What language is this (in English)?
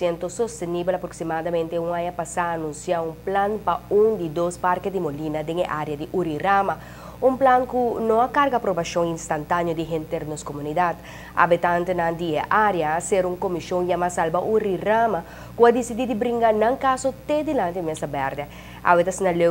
Papiamento